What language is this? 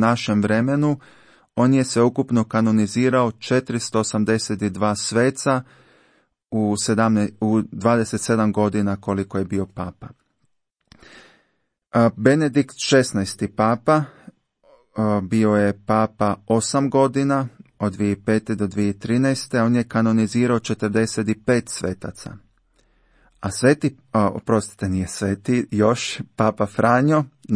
Croatian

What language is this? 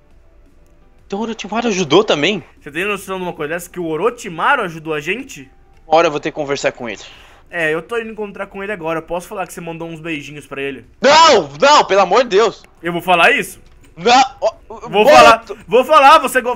Portuguese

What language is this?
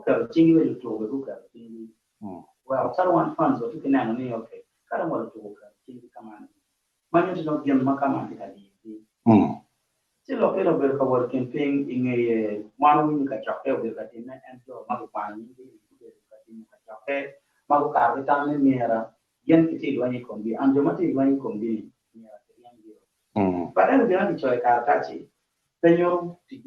Acoli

